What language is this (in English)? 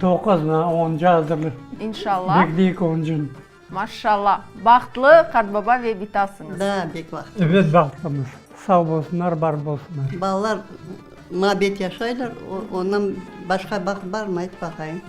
Crimean Tatar